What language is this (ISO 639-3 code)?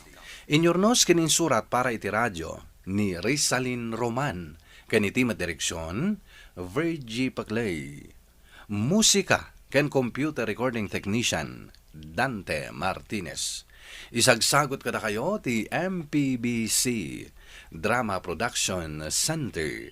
ilo